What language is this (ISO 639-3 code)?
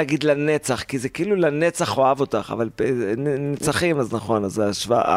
heb